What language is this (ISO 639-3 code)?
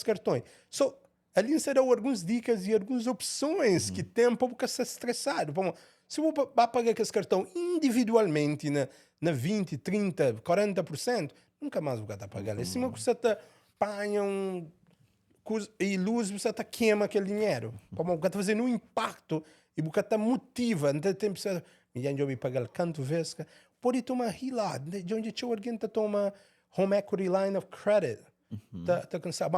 kea